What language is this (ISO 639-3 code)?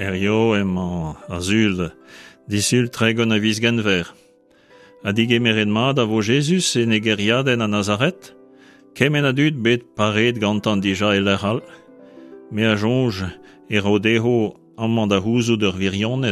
bre